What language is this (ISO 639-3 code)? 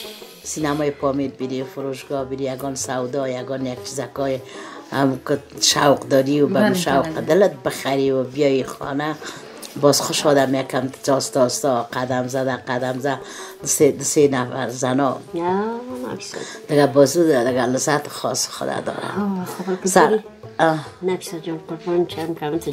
fas